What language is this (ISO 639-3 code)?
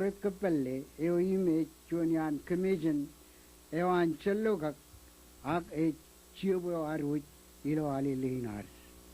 mah